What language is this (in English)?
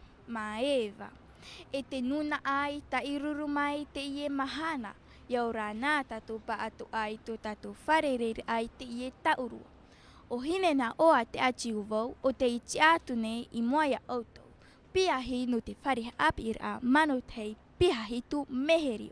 Tahitian